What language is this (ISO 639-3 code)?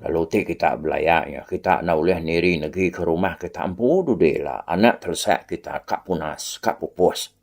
iba